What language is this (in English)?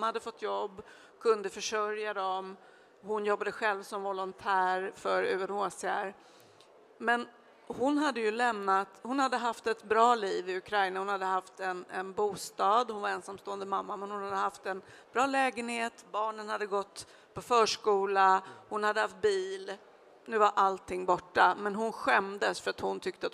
Swedish